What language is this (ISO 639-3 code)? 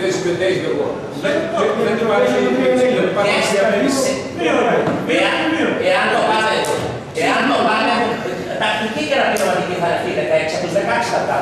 ell